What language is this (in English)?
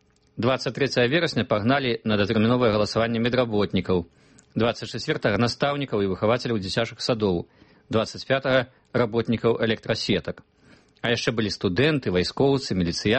Belarusian